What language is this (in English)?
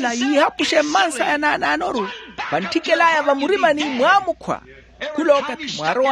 Makhuwa